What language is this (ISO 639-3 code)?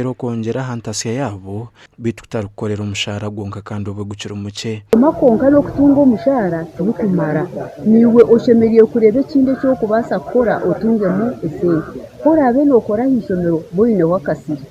nyn